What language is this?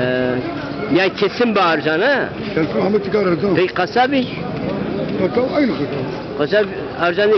Zaza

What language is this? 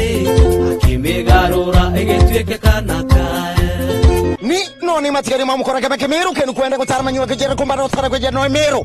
Meru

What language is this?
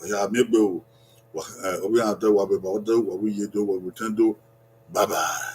Bini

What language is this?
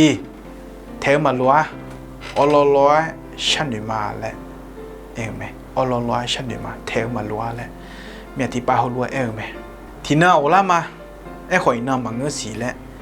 Akha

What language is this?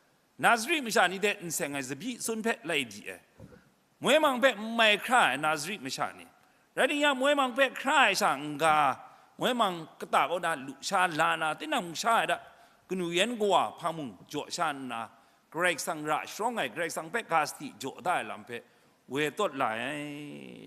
Kachin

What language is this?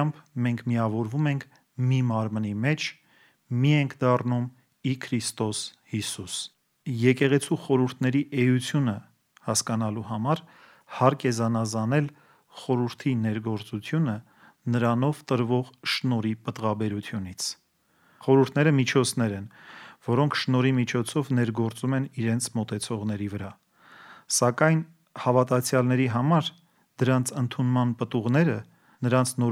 Armenian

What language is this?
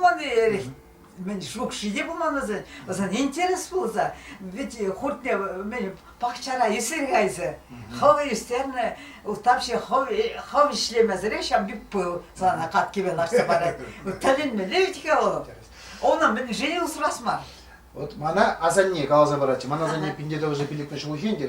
Chuvash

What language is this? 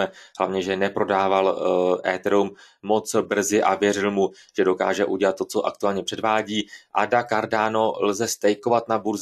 Czech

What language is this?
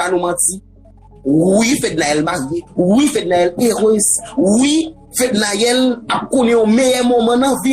Haitian Creole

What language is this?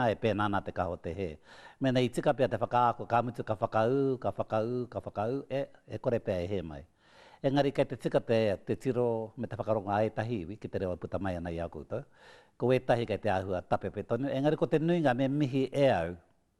Māori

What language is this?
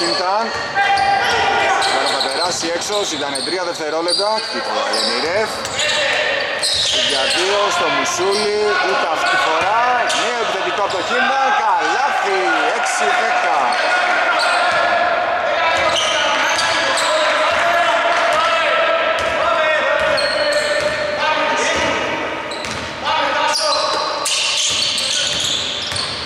Greek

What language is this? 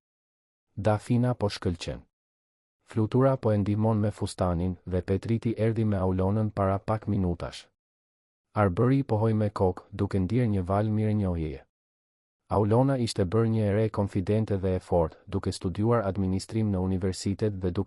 Albanian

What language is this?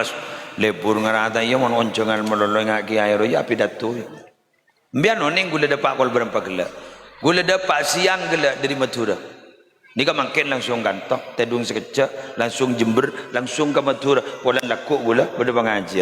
Madurese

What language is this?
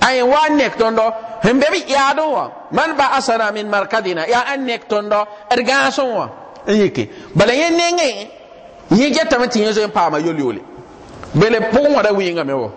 Mossi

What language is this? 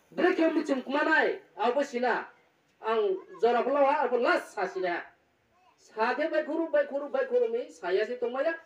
Riang (India)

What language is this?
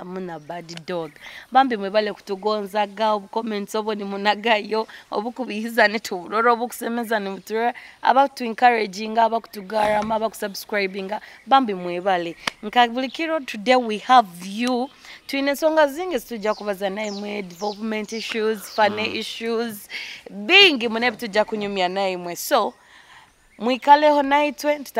Nyoro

